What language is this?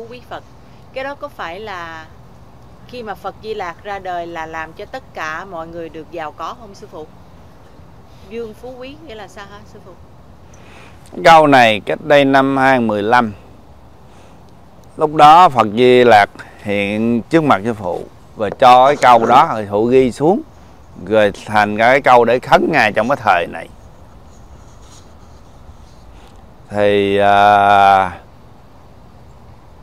Vietnamese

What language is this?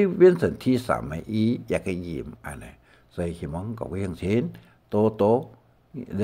Hakka Chinese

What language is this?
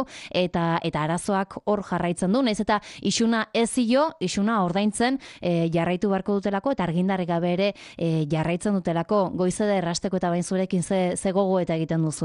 Basque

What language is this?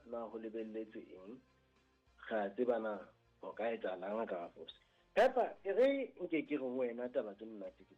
Southern Sotho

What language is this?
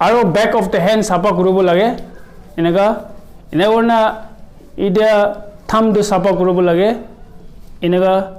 Naga Pidgin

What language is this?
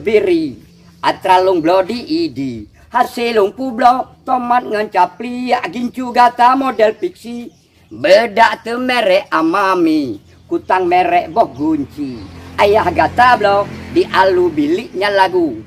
Achinese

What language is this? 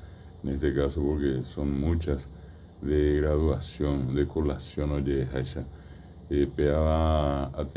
Guarani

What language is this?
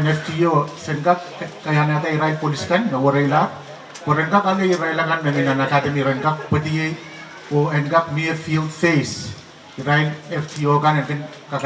Pohnpeian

